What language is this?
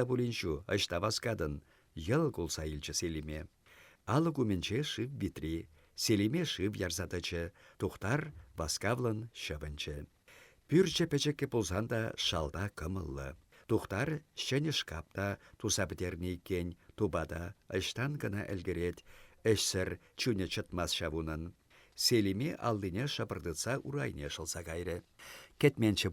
Chuvash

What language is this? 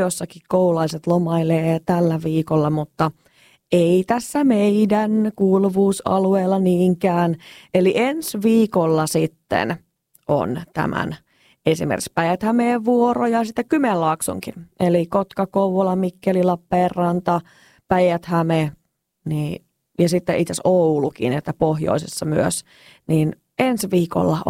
Finnish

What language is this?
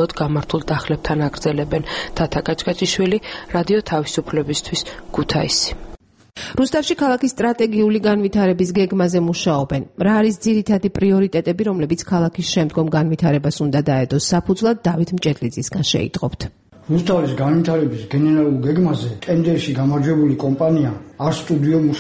Georgian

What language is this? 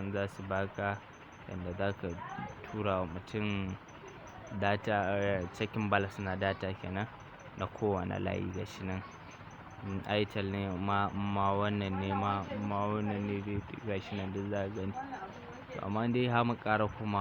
Hausa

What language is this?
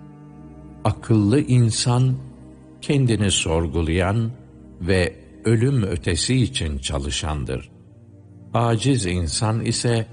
Turkish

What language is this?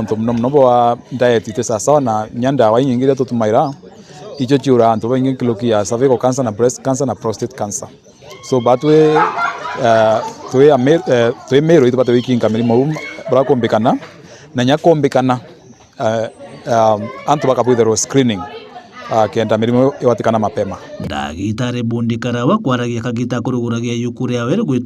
Meru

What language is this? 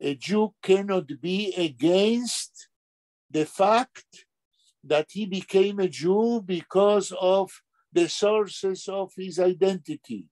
Yiddish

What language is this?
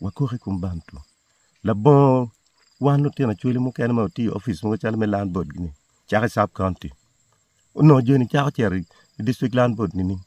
Acoli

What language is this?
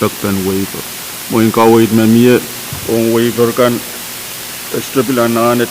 Pohnpeian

